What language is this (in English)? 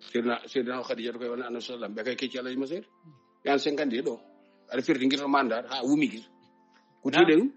Fula